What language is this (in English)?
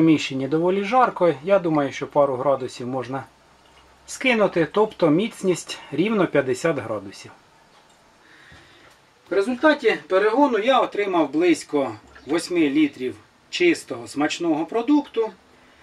Ukrainian